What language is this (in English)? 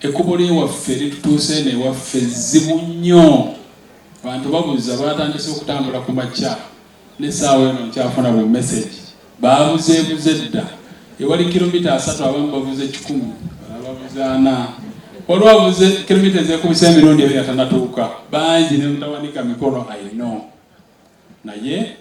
Ganda